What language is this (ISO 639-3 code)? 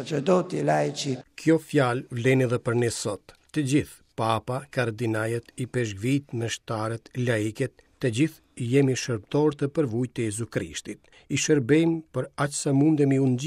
sqi